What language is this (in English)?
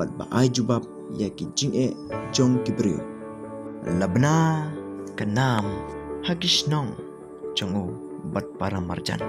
Khasi